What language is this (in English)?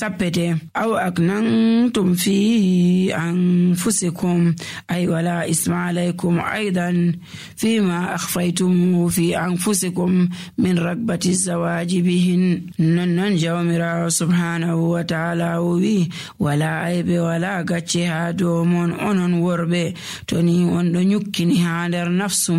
Nigerian Fulfulde